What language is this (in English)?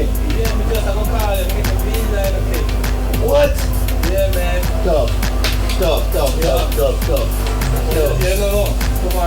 Jamaican Creole English